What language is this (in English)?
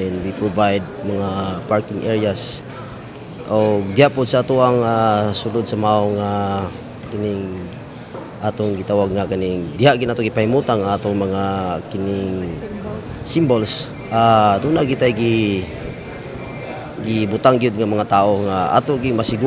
Cebuano